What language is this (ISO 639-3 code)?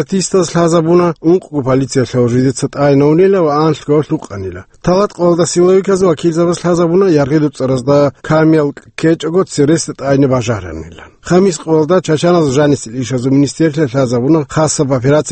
ava